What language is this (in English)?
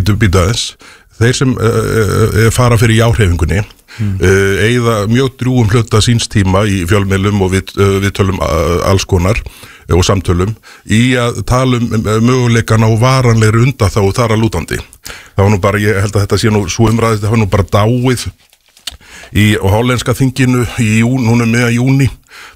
Icelandic